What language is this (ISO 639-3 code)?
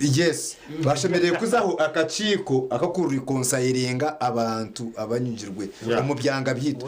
nyn